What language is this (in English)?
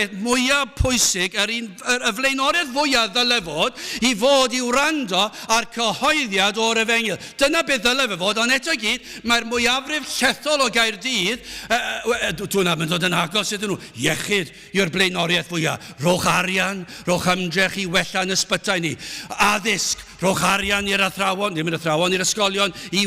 Welsh